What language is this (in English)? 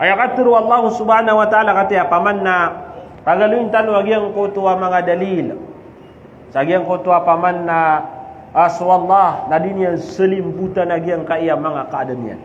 Maranao